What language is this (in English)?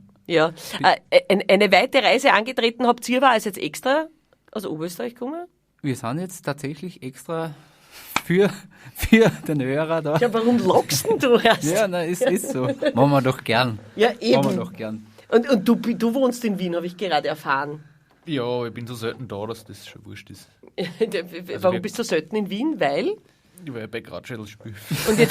Bavarian